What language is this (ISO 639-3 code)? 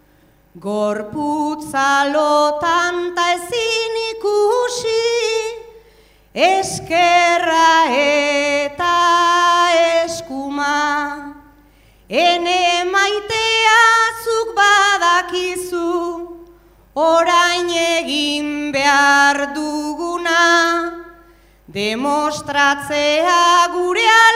eus